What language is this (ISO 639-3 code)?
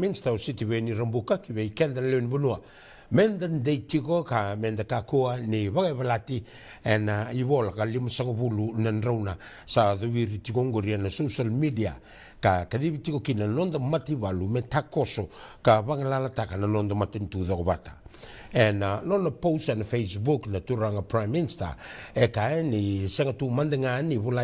fij